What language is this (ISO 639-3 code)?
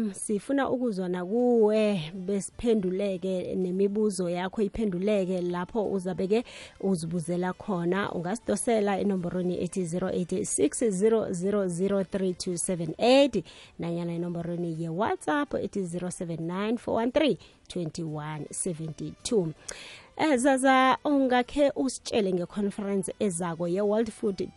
nbl